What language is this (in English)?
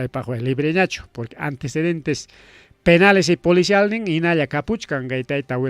Ayacucho Quechua